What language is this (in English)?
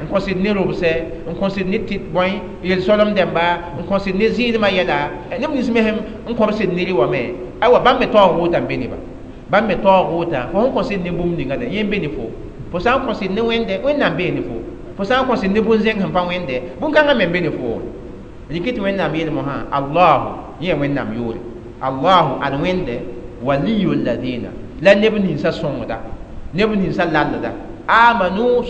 Mossi